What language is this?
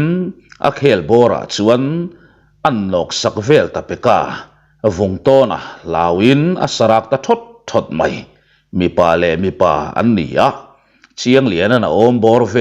Mizo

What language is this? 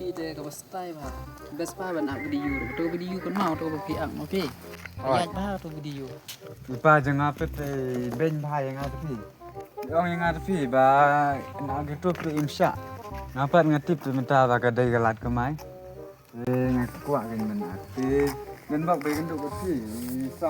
Khasi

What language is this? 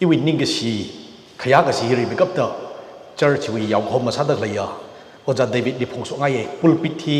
Tangkhul Naga (India)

